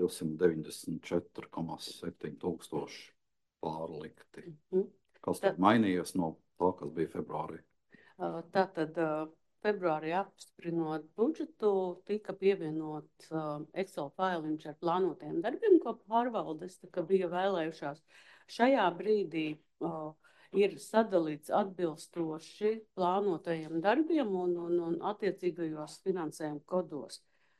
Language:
Latvian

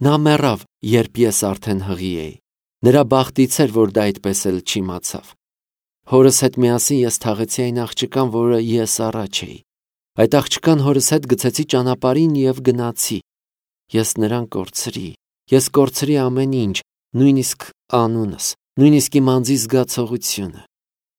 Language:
Armenian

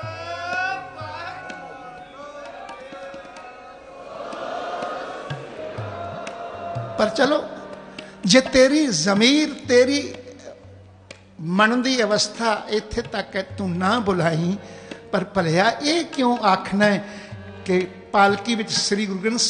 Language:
Punjabi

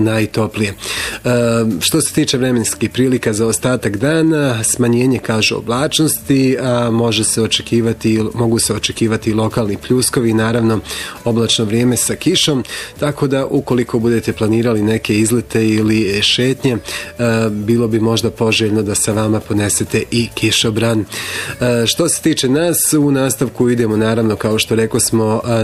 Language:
Bosnian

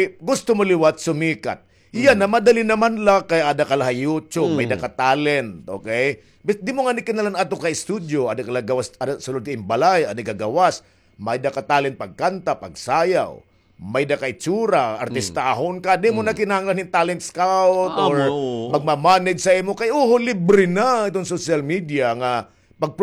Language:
Waray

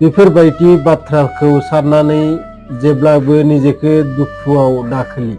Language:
Bodo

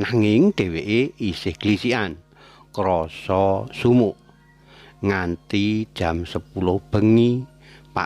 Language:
Javanese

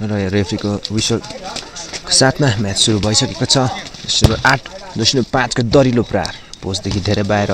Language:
Nepali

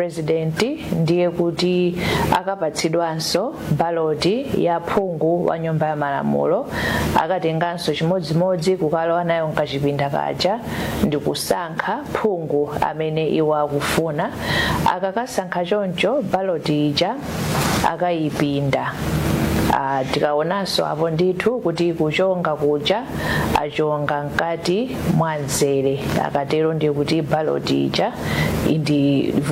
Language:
Nyanja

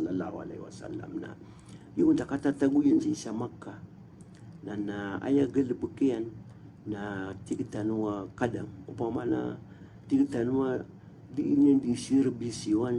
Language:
Maranao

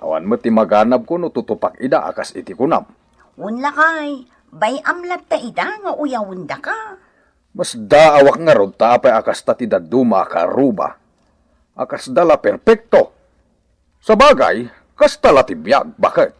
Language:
Iloko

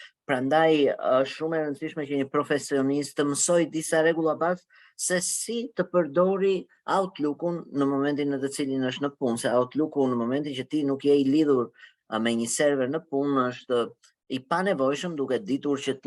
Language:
Albanian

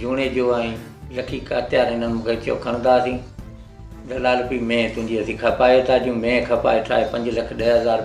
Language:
Sindhi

